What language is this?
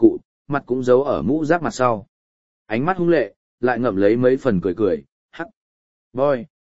Vietnamese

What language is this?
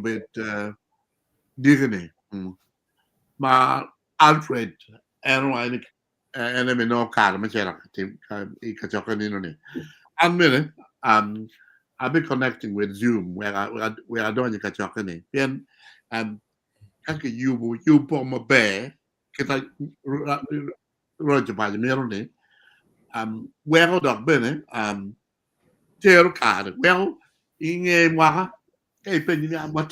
Acoli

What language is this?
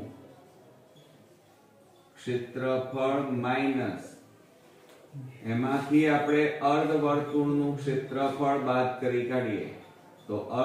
Gujarati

